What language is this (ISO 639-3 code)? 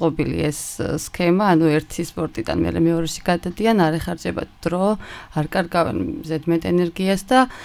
kat